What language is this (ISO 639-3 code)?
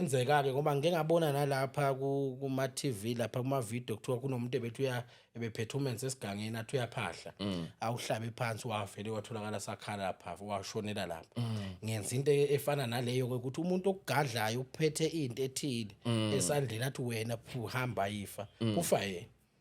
zul